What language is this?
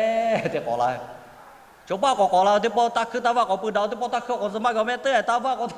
Lahu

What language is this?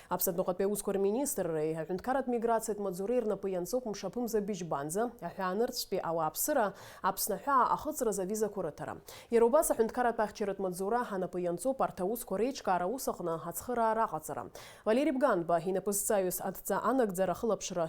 Abkhazian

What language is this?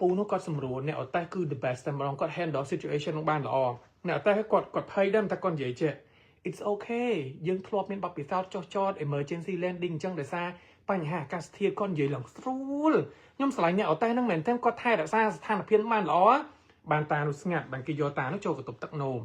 Khmer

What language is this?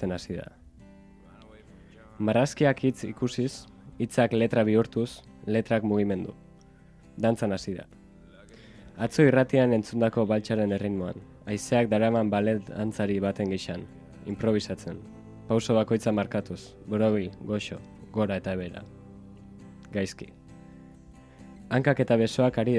Basque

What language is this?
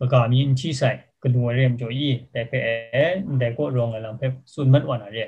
Kachin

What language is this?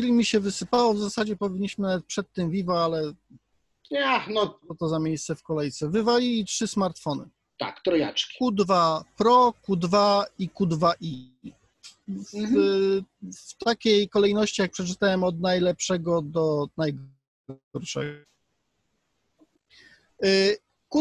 Polish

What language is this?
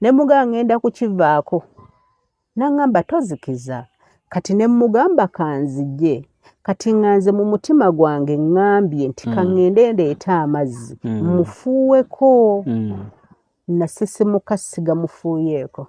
Ganda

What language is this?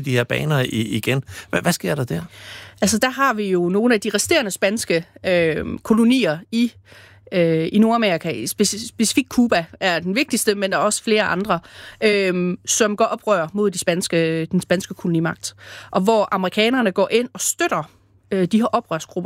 Danish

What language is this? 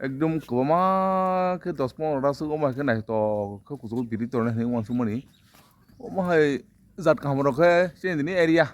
Kok Borok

